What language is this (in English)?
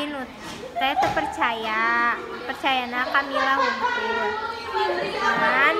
Sundanese